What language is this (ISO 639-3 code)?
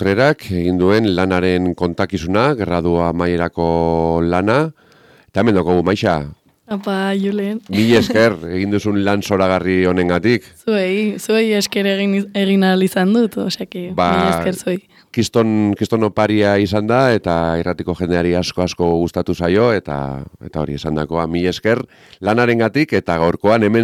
eus